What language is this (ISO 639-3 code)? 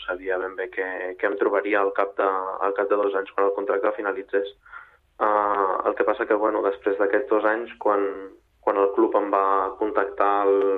cat